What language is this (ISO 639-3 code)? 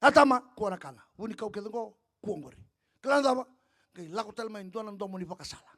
fij